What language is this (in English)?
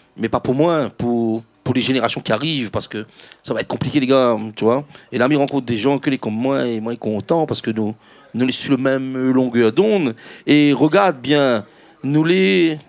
Réunion Creole French